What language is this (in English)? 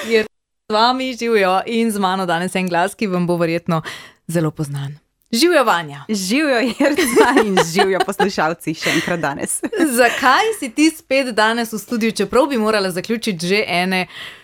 Slovenian